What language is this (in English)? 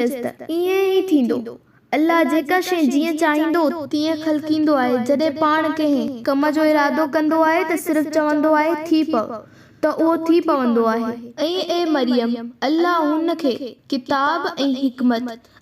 Sindhi